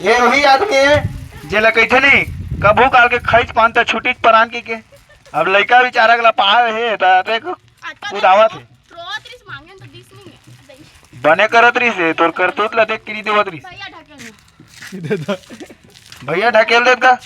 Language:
Chhattisgarhi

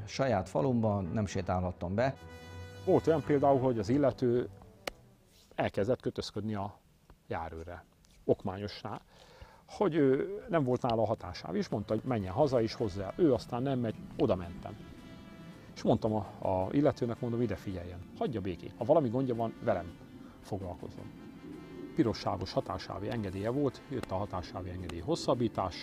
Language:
Hungarian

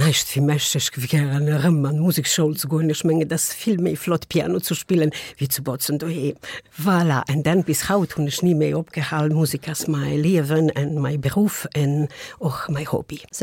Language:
Luxembourgish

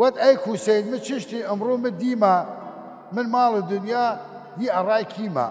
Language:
Southern Kurdish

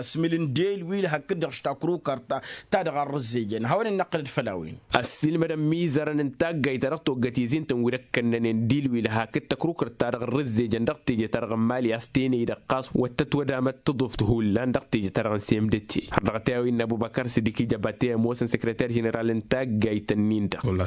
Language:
Tamasheq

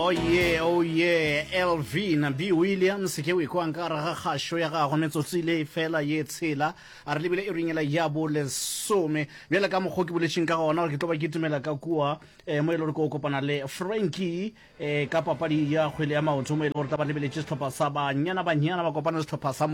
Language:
Northern Sotho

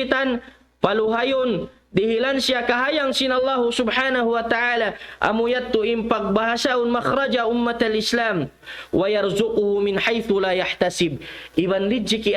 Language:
Tausug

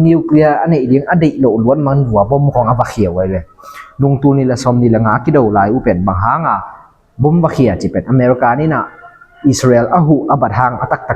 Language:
Tedim Chin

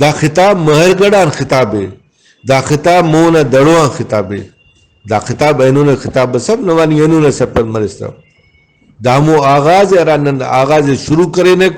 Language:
Brahui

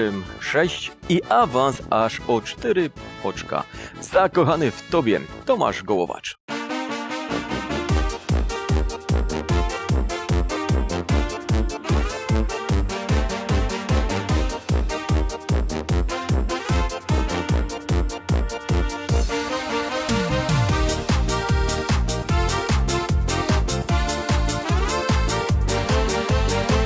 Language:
Polish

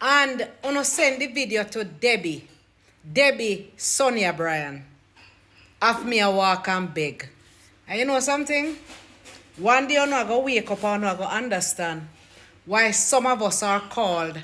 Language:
Jamaican Creole English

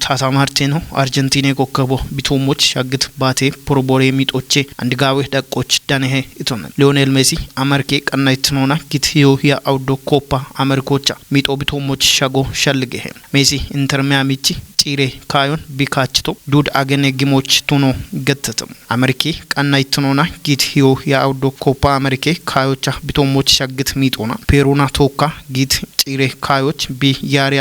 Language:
Kafa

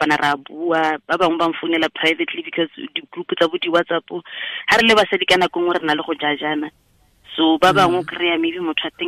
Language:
Tswana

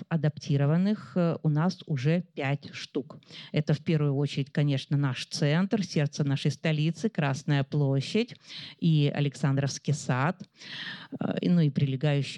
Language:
Russian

